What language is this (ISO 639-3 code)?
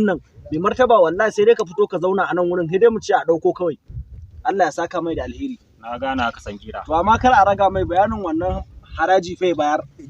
hau